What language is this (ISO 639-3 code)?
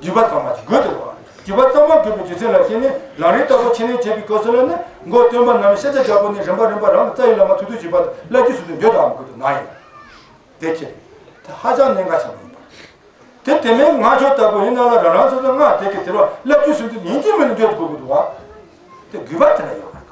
bod